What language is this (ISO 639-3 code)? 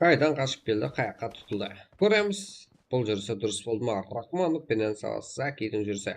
kaa